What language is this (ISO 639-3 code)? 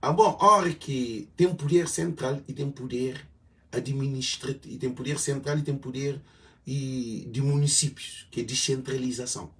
kea